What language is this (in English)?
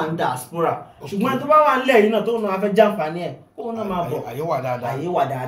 Yoruba